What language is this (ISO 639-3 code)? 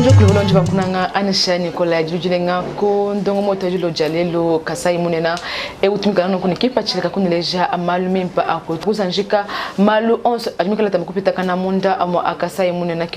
lua